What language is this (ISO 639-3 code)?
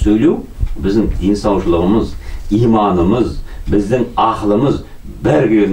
kaz